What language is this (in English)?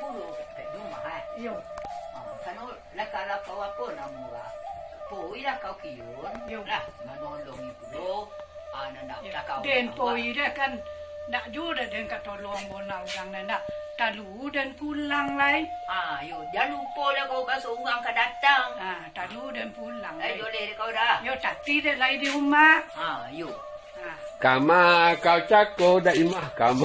Minangkabau